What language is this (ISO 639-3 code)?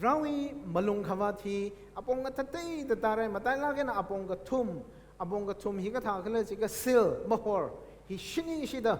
nmf